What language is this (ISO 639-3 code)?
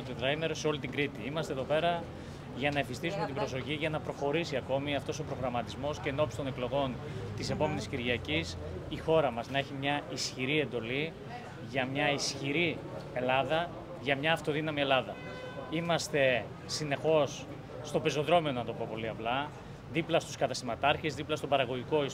ell